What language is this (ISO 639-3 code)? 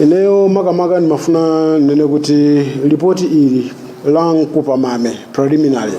nya